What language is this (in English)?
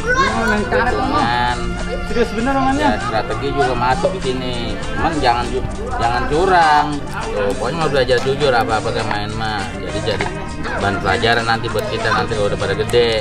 Betawi